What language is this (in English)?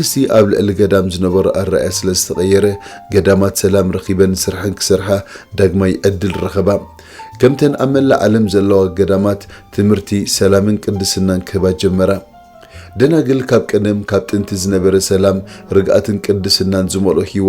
Tigrinya